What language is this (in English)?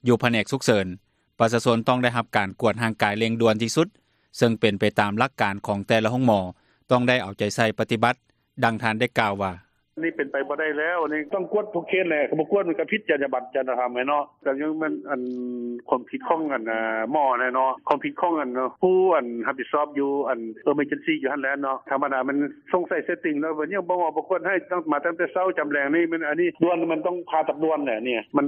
Lao